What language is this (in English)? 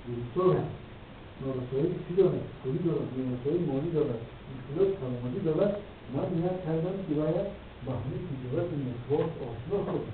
Tajik